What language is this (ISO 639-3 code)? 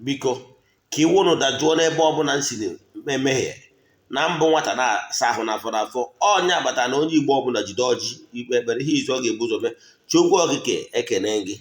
ibo